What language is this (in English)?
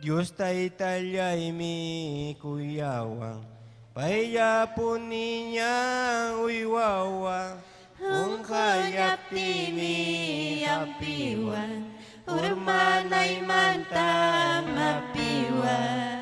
Ayacucho Quechua